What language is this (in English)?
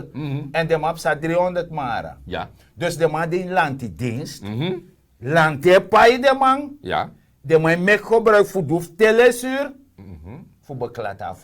Sranan Tongo